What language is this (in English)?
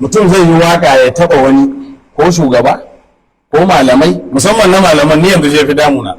Hausa